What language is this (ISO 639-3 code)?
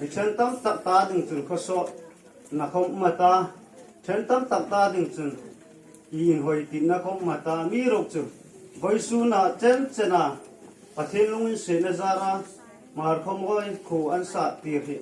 hmr